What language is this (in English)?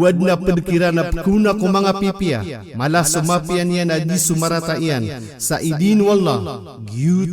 Maranao